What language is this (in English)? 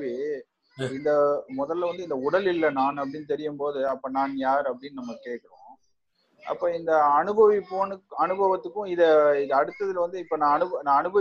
Tamil